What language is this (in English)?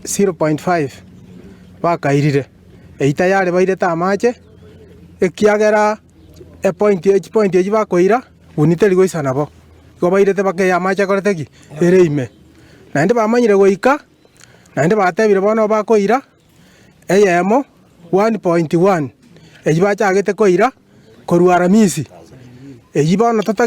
Gusii